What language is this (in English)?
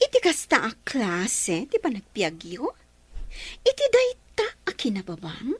Iloko